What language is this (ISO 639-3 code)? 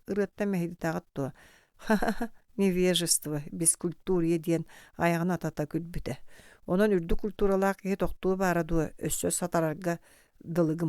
sah